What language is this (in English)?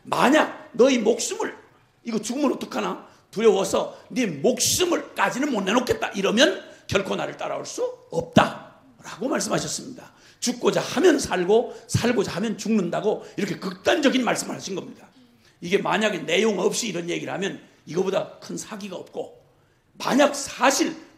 Korean